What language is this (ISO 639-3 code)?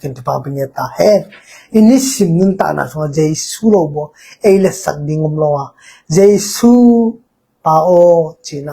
ctd